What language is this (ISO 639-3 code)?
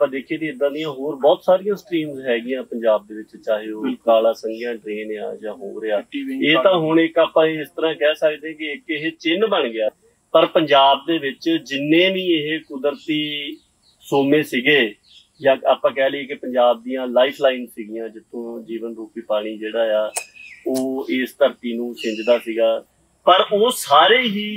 pan